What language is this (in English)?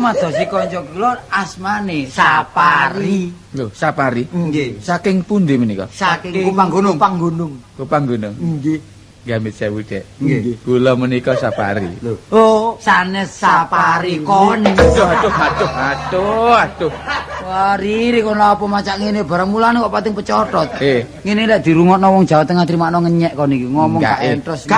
Javanese